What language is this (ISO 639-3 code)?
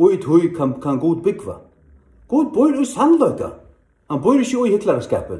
fao